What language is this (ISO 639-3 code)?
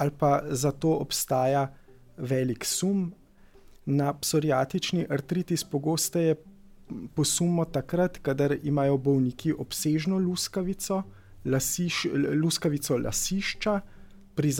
slv